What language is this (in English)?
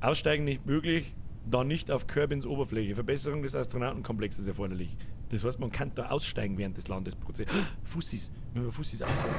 Bavarian